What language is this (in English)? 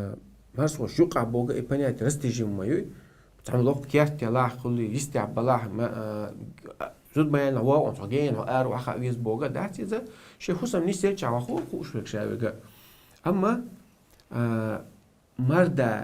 Chechen